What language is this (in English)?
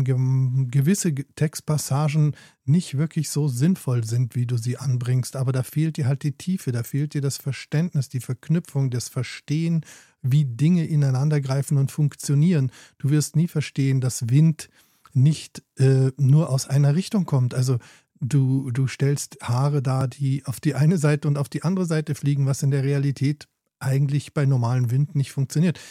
German